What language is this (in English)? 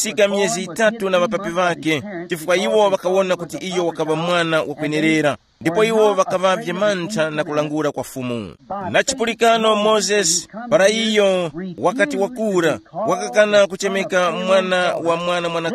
Tumbuka